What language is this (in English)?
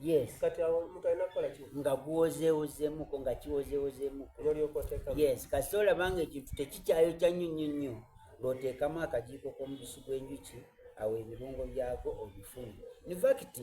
Soga